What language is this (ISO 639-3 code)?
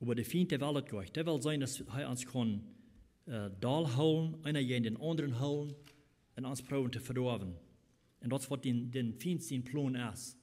pdt